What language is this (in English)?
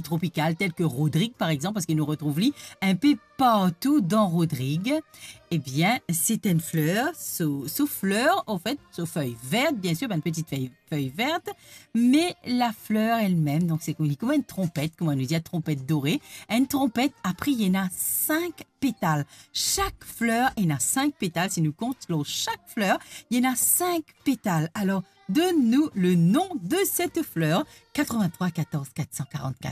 Morisyen